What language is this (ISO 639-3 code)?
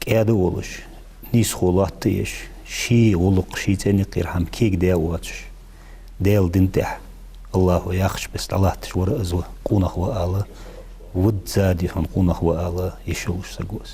inh